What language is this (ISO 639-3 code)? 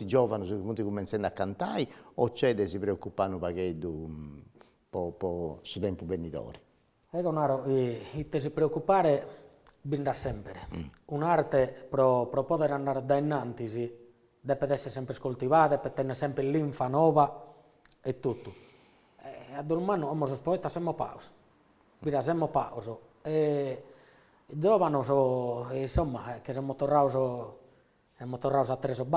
srd